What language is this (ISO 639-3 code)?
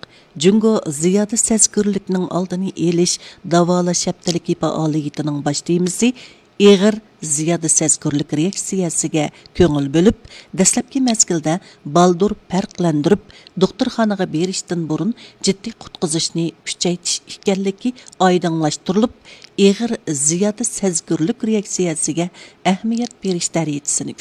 uig